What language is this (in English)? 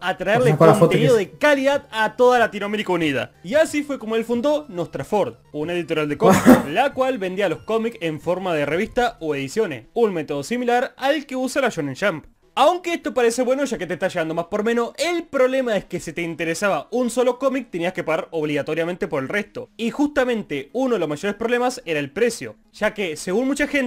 Spanish